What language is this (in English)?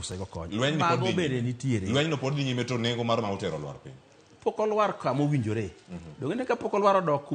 Luo (Kenya and Tanzania)